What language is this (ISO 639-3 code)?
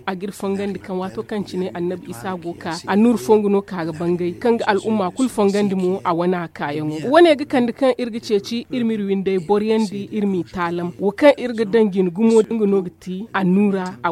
dje